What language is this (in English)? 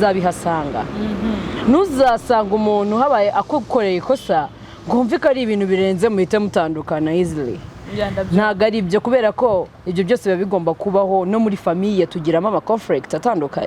Kinyarwanda